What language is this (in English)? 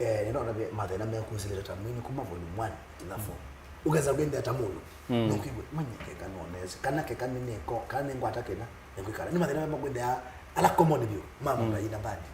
Kamba